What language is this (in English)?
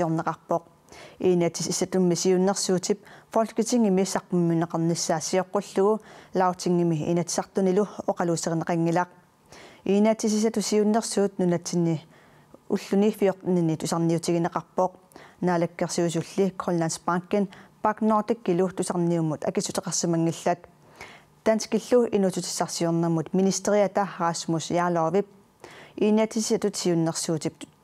Kalaallisut